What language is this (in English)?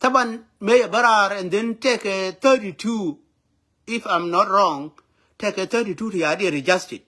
Nuer